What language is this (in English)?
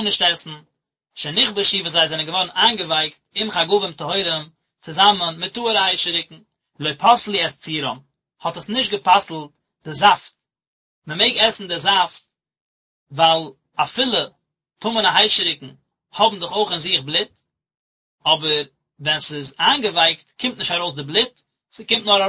Yiddish